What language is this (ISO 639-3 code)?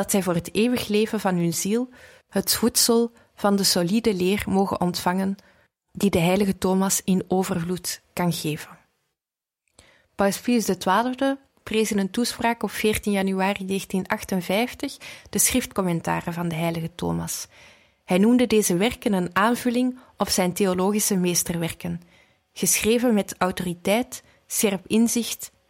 nld